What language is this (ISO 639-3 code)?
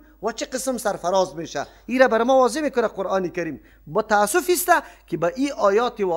fas